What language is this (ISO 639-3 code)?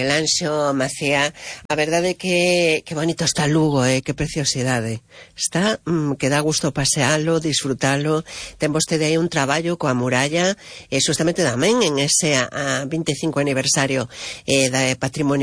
glg